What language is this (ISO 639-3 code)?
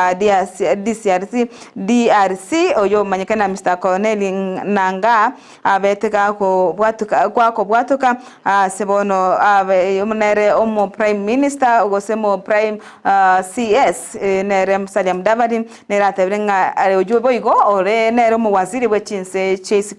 guz